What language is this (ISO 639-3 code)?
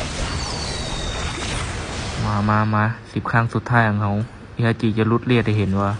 lao